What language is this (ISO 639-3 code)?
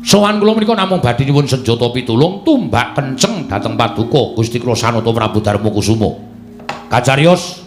jav